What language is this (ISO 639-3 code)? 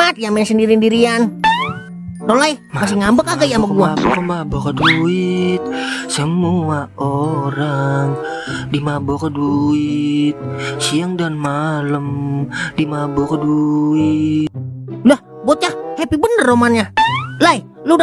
bew